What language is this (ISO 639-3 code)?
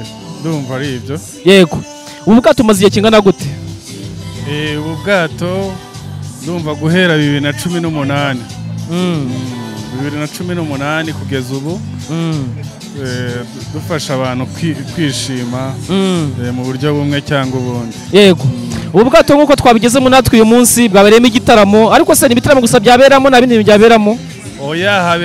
kin